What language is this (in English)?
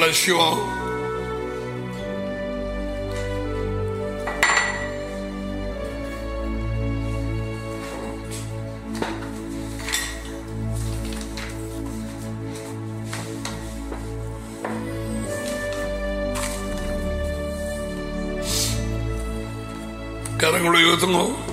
Tamil